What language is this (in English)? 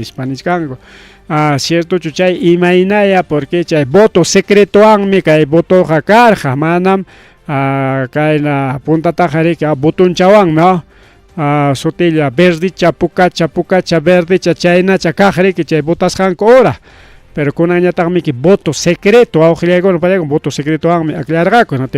Ayacucho Quechua